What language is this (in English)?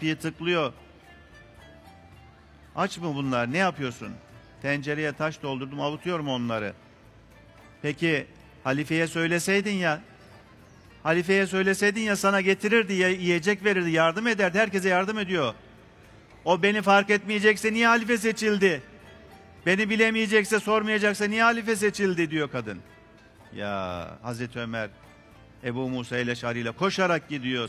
Turkish